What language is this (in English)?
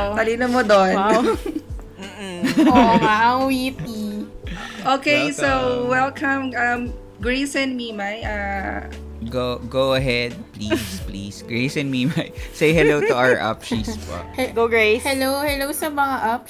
Filipino